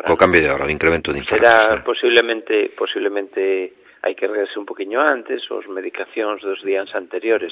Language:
Galician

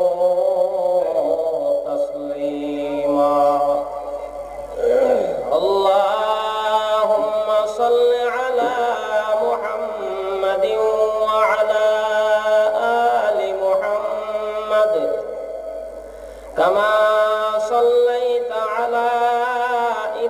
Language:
Bangla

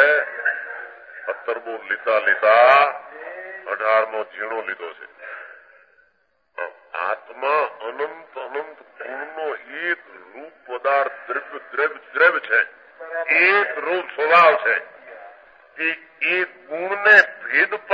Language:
Gujarati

